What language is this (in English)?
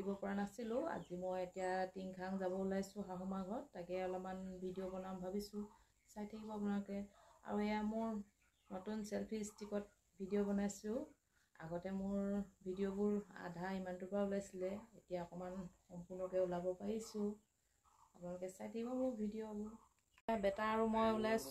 Assamese